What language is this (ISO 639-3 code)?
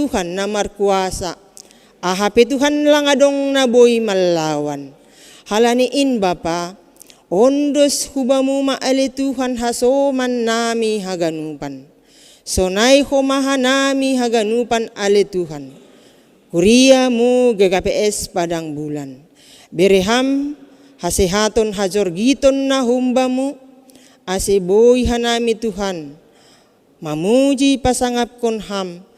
bts